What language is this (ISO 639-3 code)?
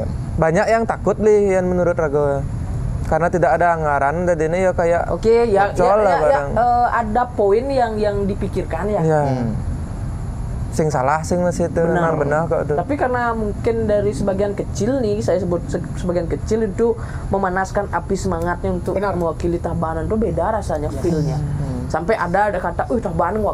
ind